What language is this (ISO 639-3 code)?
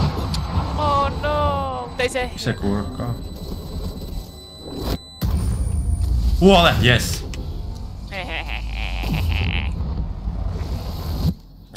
fin